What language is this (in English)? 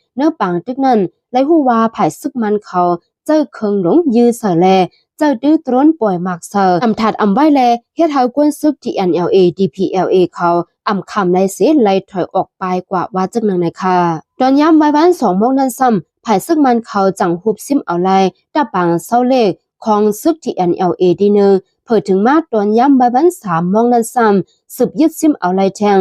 Shan